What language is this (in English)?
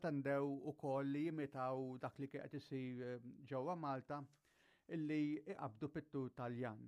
Maltese